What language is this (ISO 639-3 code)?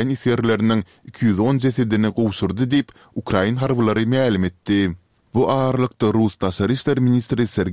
tuk